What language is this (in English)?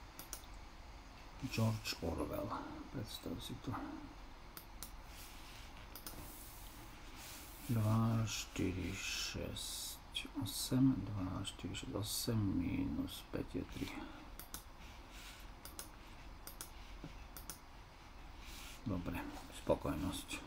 Slovak